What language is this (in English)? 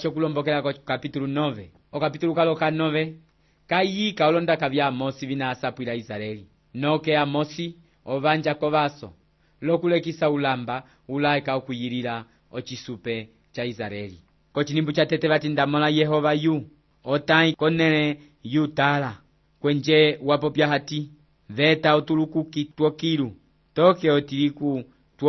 Umbundu